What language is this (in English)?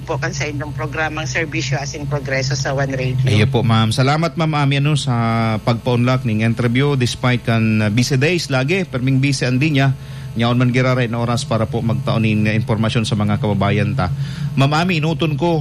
Bikol